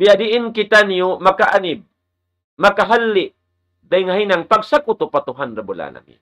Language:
Tausug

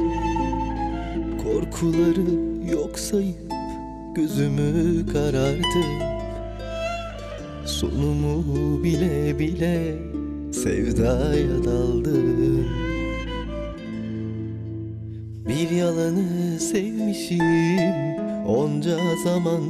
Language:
Turkish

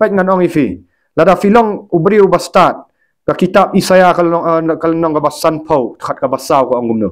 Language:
Khasi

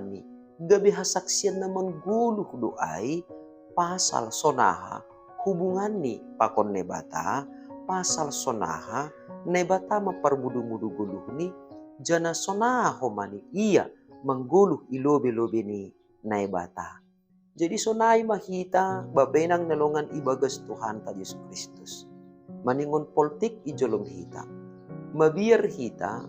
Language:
Batak Simalungun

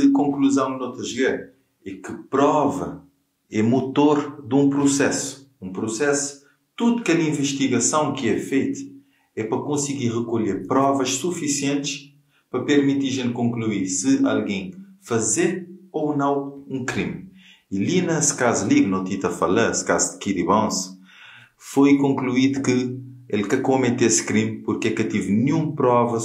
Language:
Kabuverdianu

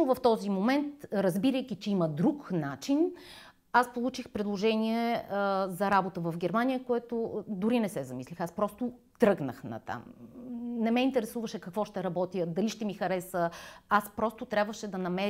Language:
Bulgarian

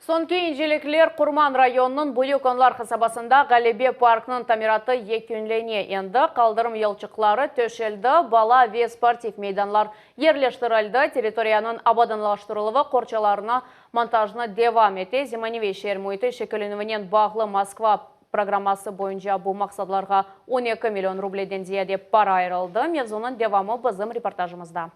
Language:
Crimean Tatar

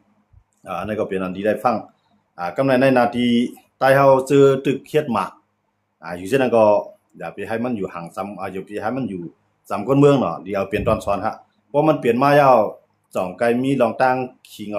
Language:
Shan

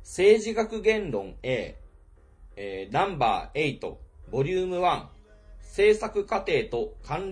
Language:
Japanese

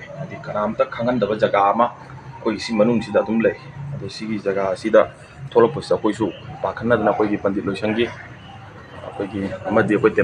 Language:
Manipuri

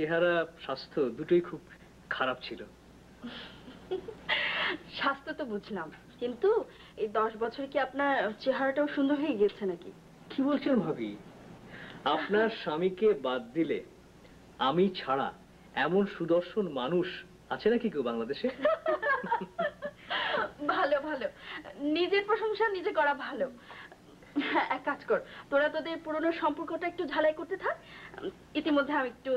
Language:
Bangla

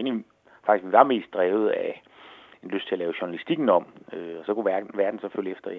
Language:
Danish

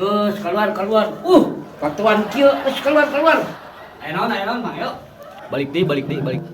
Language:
Sundanese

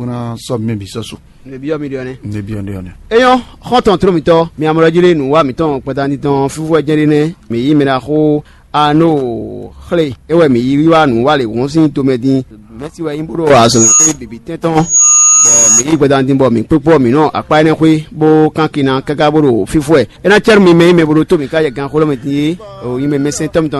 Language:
Fon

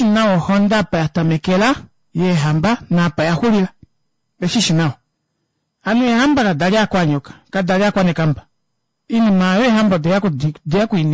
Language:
Kuanyama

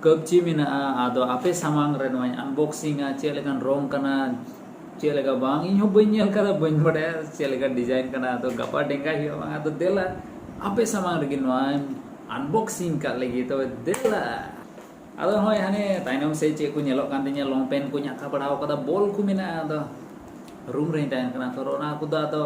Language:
Santali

